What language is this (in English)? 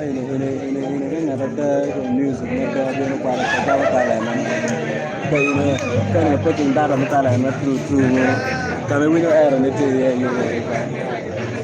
Acoli